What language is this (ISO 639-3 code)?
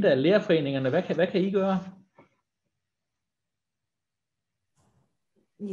dan